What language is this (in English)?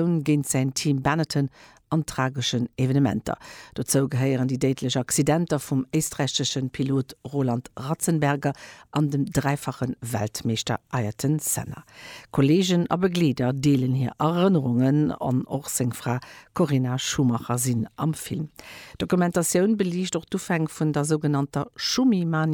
Luxembourgish